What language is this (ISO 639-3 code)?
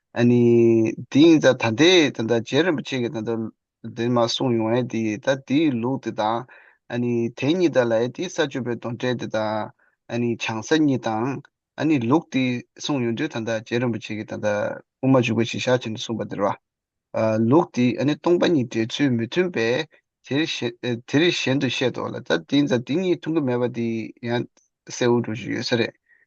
bod